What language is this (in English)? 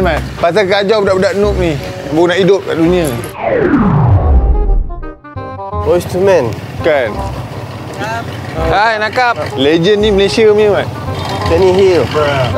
Malay